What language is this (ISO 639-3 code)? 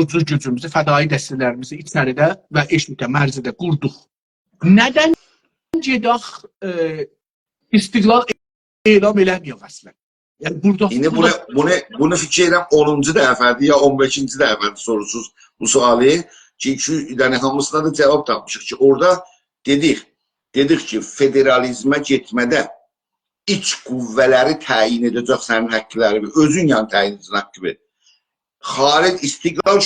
azb